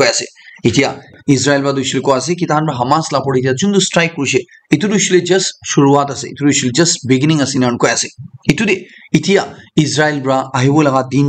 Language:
Naga Pidgin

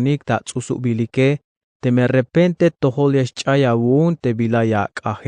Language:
Tzeltal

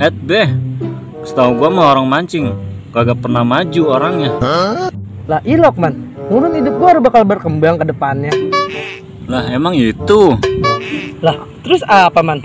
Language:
Betawi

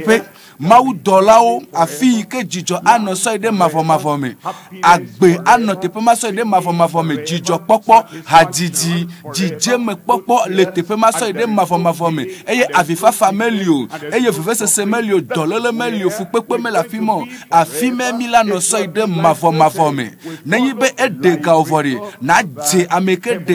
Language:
Ewe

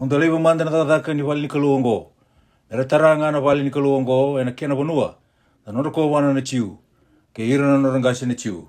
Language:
Fijian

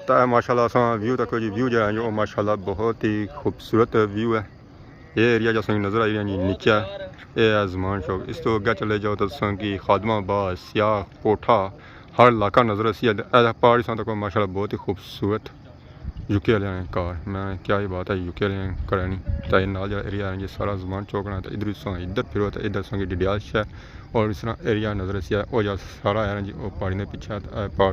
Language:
Pahari-Potwari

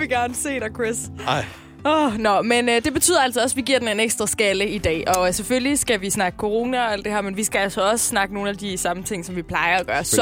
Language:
Danish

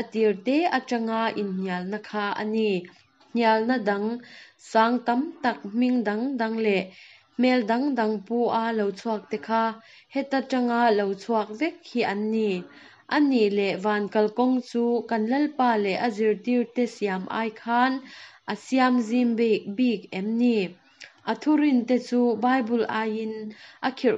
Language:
Mizo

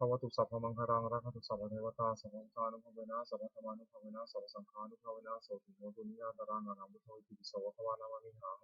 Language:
Pali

